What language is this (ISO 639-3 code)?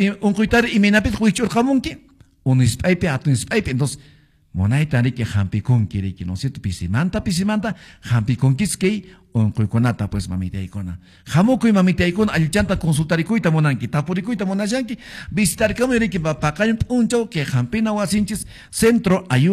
que